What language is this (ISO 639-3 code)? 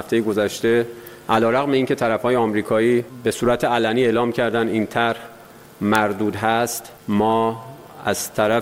fas